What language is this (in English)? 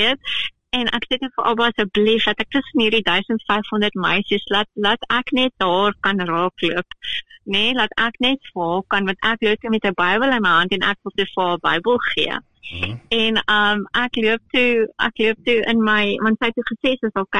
Afrikaans